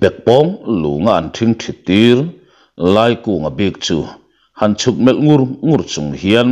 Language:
Mizo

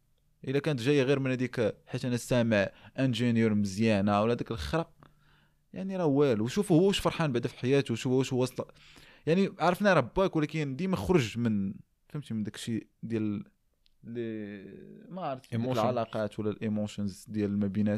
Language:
Moroccan Arabic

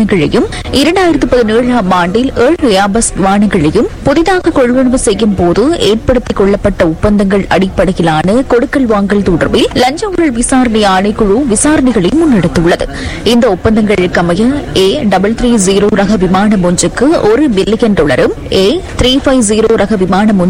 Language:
Tamil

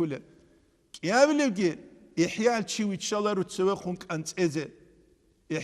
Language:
Avaric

